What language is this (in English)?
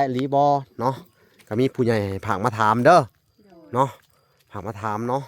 Lao